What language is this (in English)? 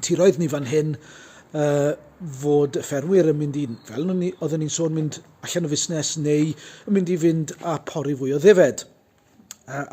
Welsh